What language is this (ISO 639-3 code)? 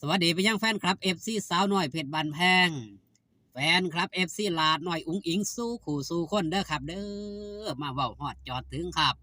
tts